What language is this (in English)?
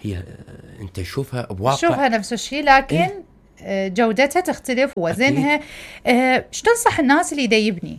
Mesopotamian Arabic